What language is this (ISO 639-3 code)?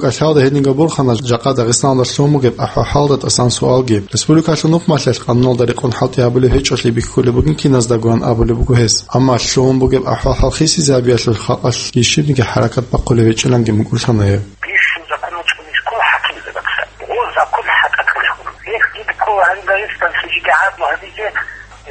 ava